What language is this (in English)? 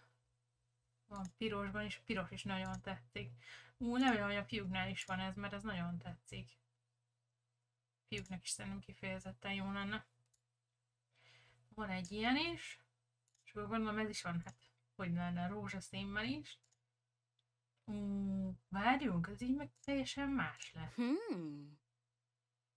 Hungarian